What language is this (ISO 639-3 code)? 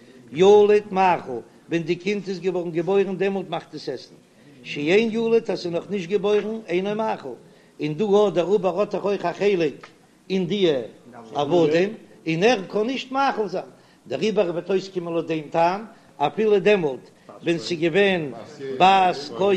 yid